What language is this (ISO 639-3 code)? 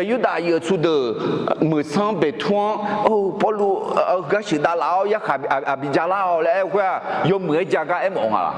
ahk